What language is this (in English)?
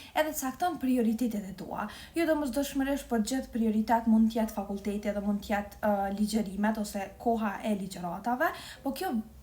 Albanian